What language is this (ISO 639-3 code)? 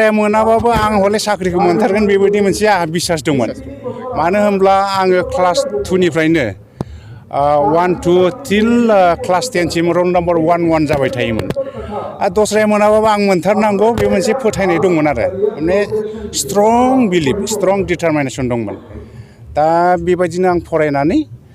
brx